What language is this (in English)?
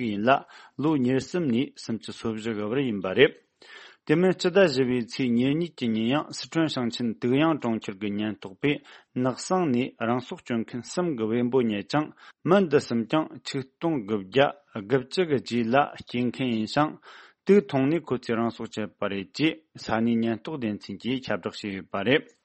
Tibetan